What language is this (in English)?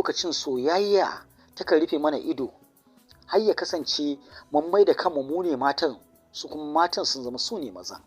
Hausa